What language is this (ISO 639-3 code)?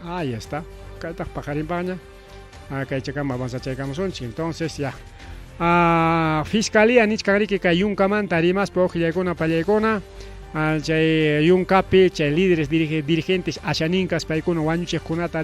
quy